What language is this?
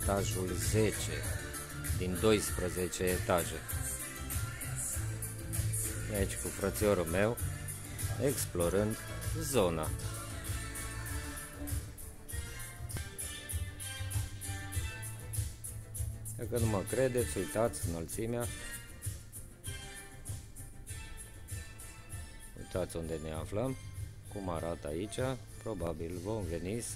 Romanian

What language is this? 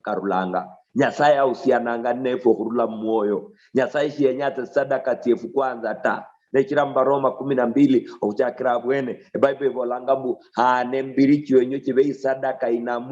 Luyia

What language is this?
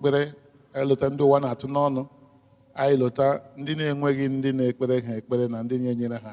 Igbo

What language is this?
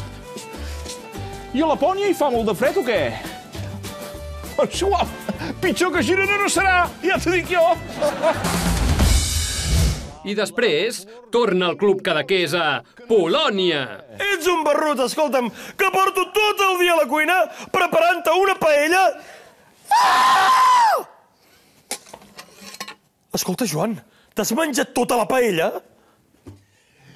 Catalan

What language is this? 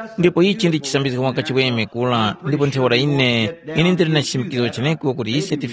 Tumbuka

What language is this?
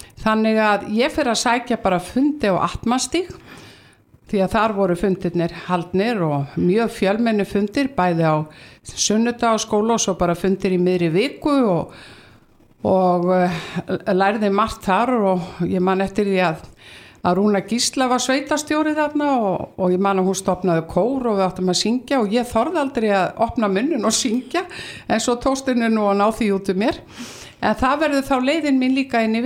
Icelandic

